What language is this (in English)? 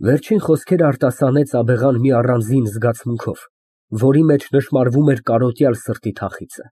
Armenian